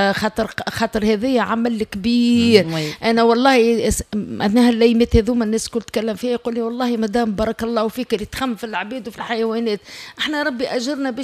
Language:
Tunisian Arabic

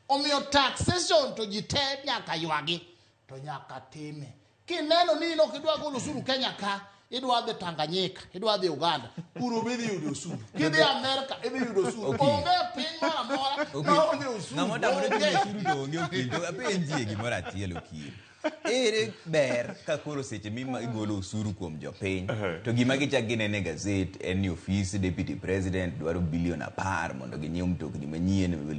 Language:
Luo (Kenya and Tanzania)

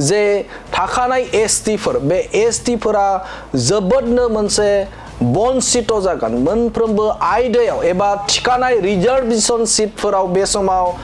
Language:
Bodo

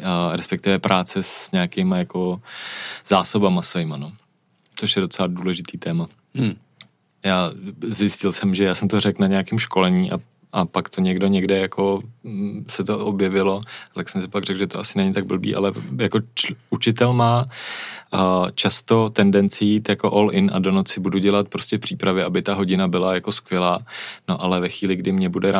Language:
Czech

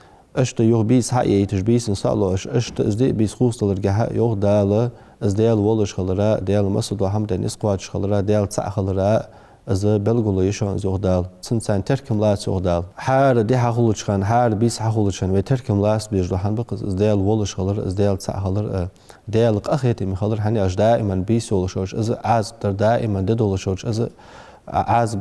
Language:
Ingush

